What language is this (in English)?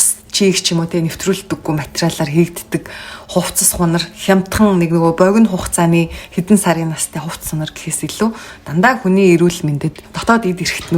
Mongolian